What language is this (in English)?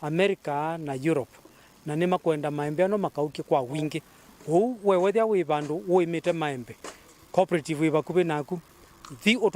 Kamba